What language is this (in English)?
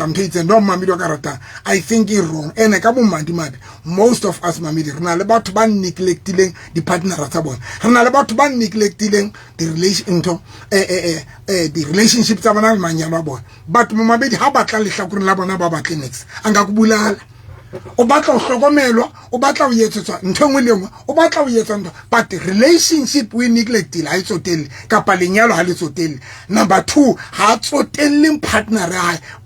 Southern Sotho